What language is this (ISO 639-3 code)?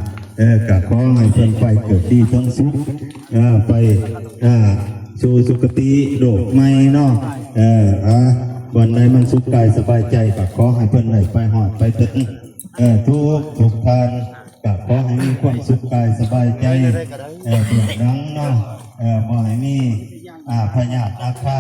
tts